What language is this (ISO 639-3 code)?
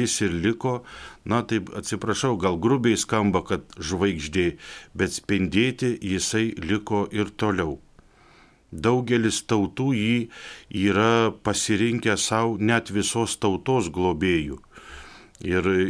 lit